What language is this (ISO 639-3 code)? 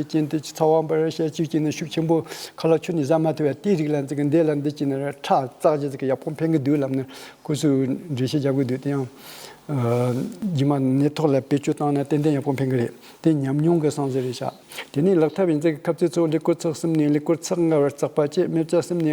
bod